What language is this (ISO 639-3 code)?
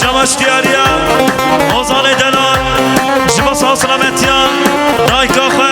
kur